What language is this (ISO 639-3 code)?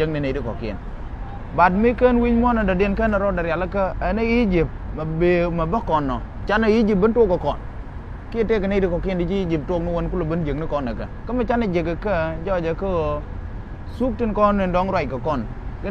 nus